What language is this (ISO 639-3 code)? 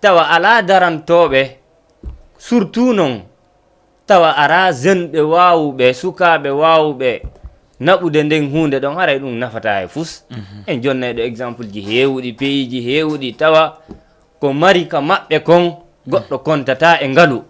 ful